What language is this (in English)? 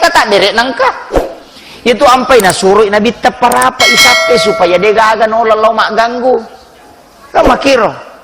Buginese